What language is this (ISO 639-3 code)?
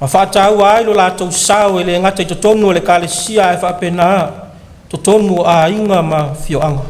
smo